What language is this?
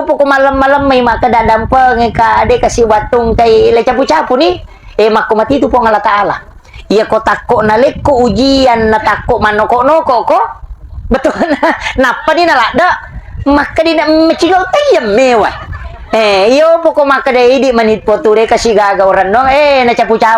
Buginese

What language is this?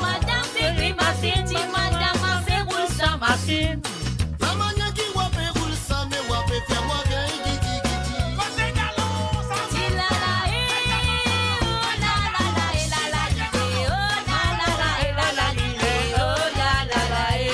Morisyen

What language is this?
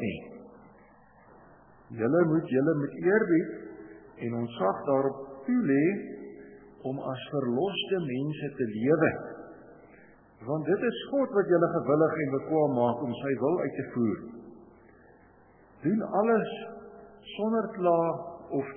Afrikaans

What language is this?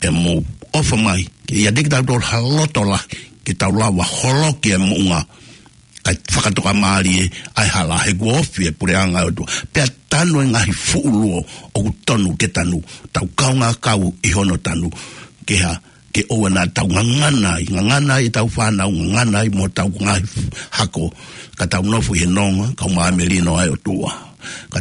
Tongan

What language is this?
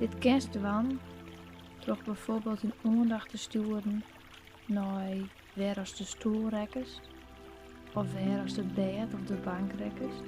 Western Frisian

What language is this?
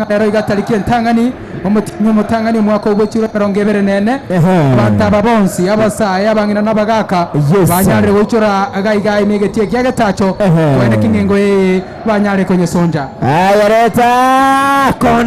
Gusii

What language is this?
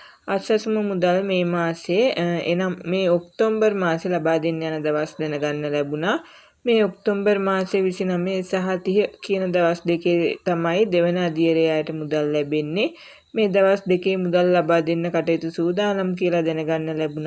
Sinhala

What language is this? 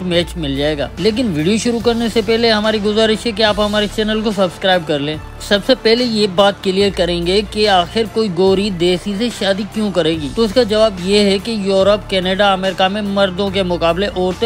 Hindi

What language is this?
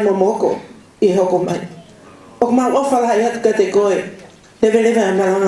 Tongan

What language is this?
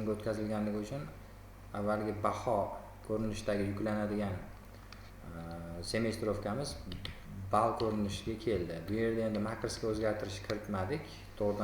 Uzbek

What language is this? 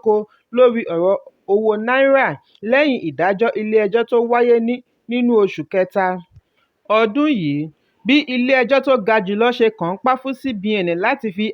Yoruba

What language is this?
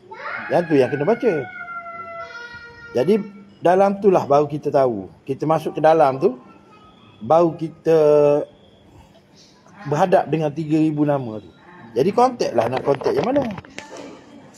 Malay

